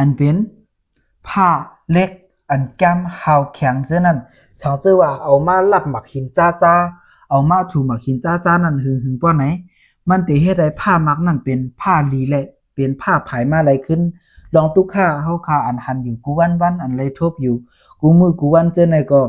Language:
Shan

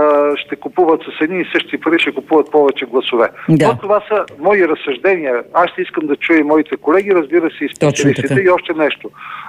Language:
Bulgarian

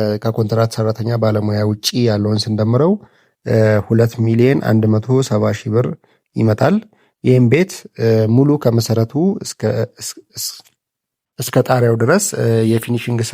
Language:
Amharic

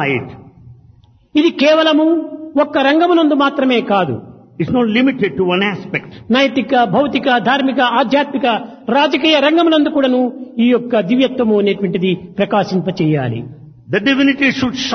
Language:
Telugu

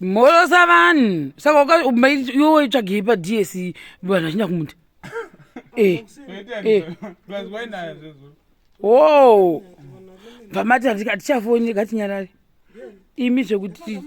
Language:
Shona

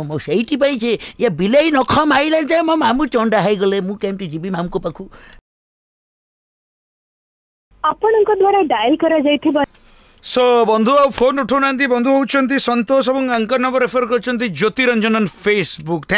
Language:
Odia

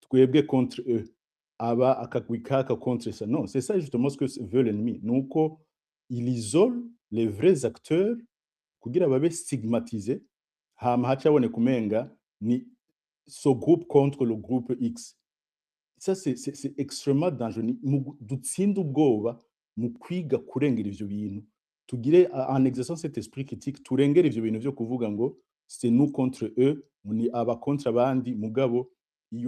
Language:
Rundi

